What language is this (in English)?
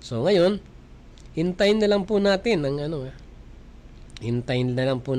Filipino